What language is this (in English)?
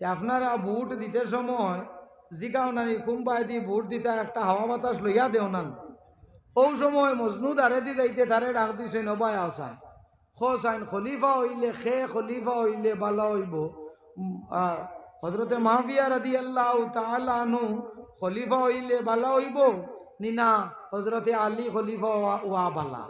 Sylheti